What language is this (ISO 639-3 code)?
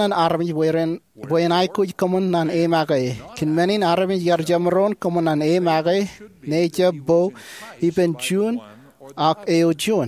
mah